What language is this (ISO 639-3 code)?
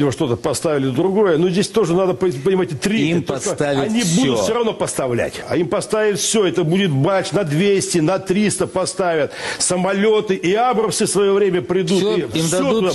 rus